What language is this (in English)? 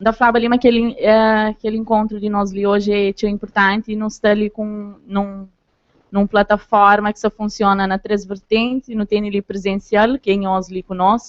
Kabuverdianu